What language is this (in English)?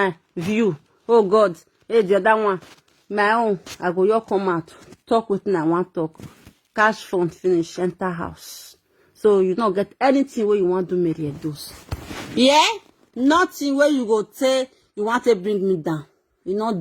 Nigerian Pidgin